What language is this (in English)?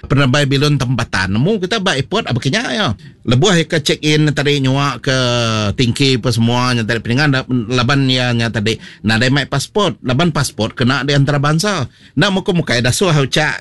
Iban